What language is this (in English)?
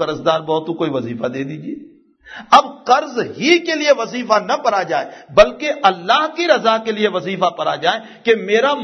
Urdu